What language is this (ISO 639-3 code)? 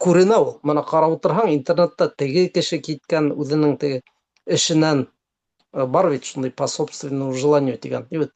bak